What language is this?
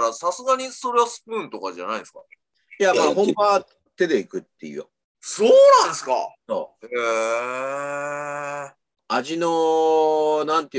Japanese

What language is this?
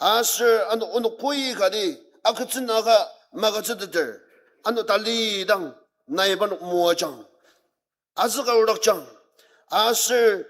Ao Naga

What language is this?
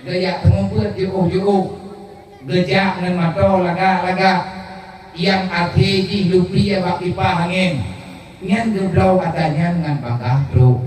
Achinese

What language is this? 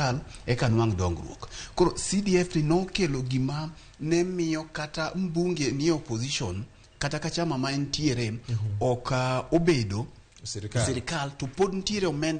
Luo (Kenya and Tanzania)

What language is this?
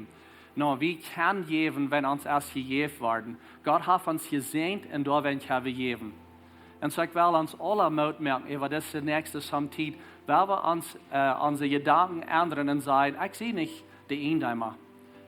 Plautdietsch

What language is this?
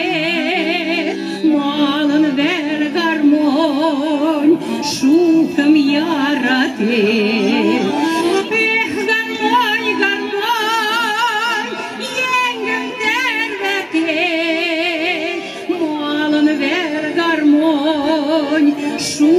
Western Mari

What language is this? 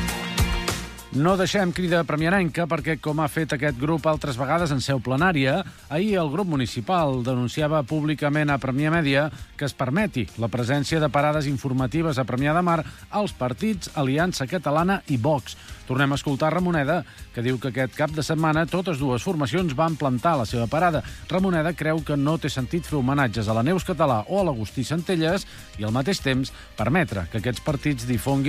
Catalan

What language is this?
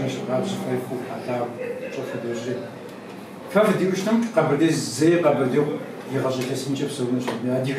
Kabardian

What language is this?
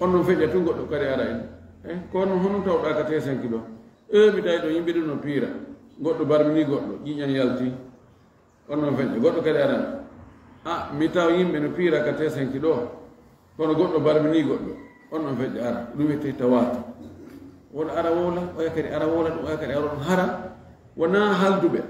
Fula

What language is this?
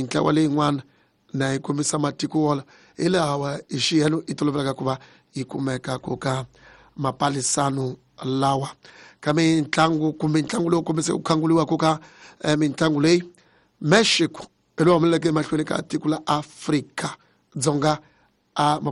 Tsonga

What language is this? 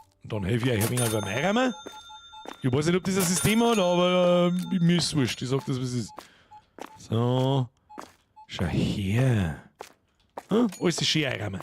Bavarian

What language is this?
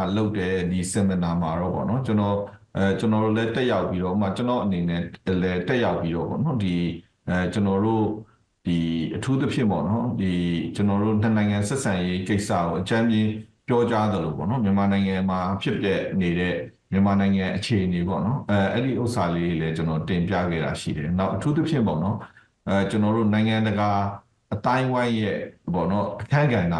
Burmese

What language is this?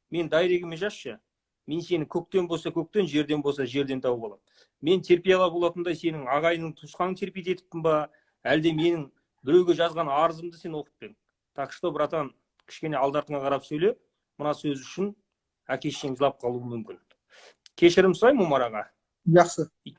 Kazakh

